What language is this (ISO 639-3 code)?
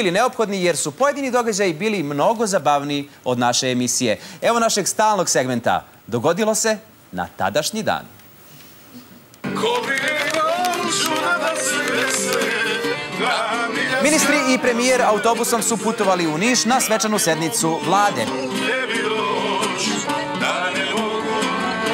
srp